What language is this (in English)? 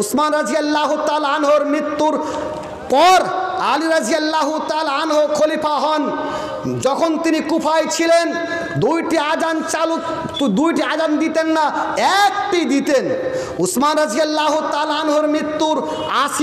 Bangla